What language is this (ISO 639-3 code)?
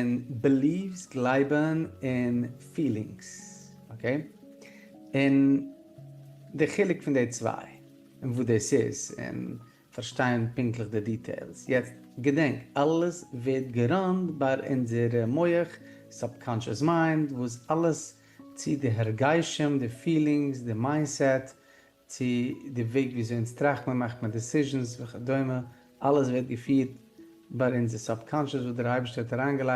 yid